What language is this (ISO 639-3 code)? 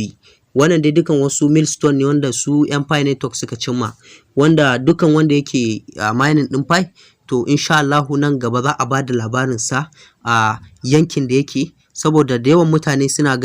hau